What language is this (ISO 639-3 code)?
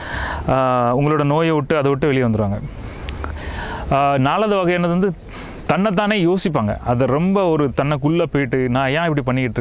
tam